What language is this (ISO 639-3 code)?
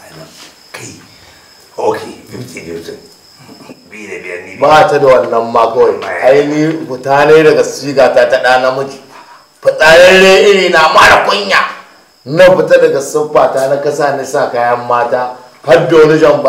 hau